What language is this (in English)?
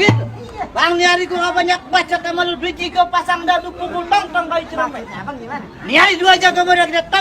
Betawi